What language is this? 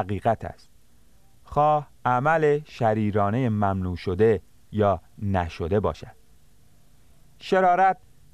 Persian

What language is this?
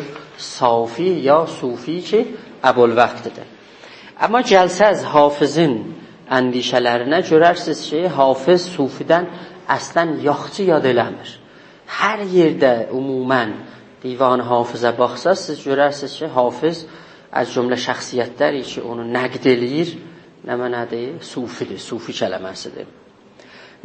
South Azerbaijani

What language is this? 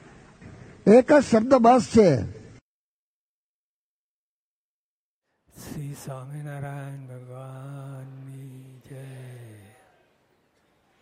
Gujarati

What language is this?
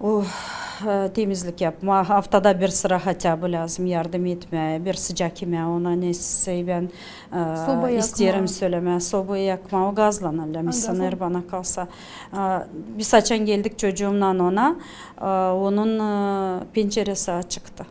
Gagauz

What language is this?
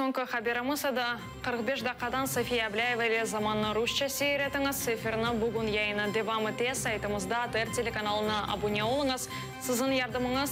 Crimean Tatar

